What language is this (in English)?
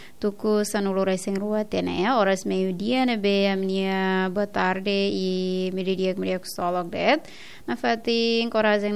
Tetum